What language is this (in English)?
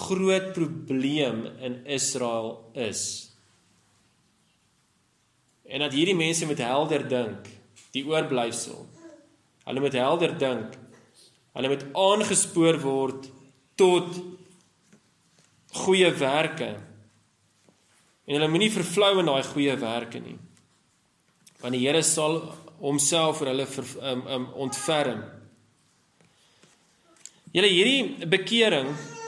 Afrikaans